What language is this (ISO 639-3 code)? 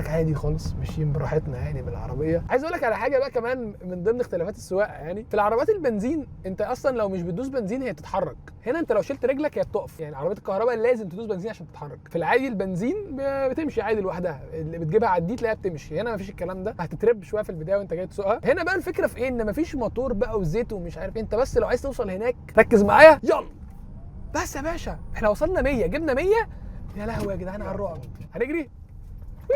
arz